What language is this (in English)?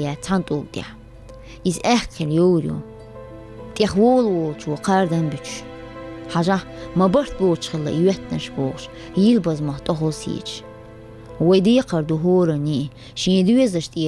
Chechen